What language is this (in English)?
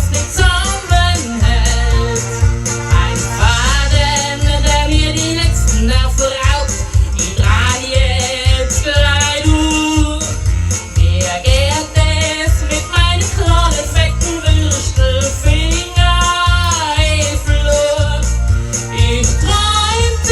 Bavarian